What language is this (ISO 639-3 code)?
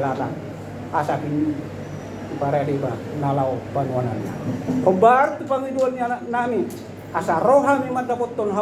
bbc